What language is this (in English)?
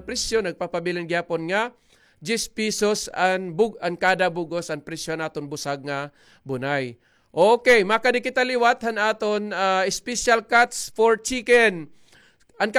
Waray